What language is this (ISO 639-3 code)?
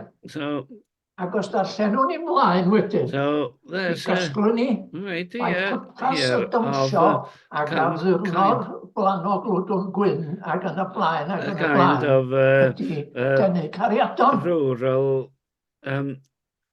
cym